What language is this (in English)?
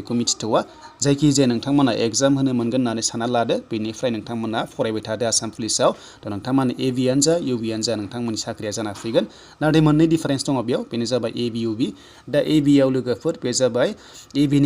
Bodo